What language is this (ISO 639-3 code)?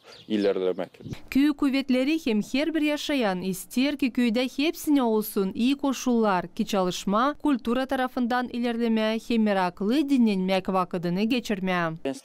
gag